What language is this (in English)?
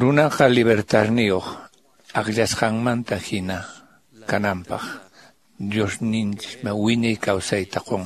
Quechua